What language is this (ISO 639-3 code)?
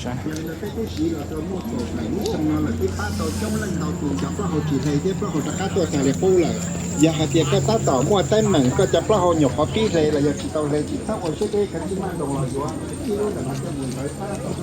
hmn